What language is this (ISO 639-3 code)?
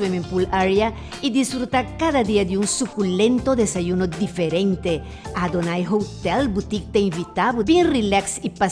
pap